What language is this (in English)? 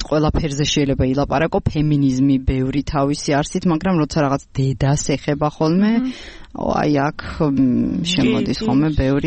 Georgian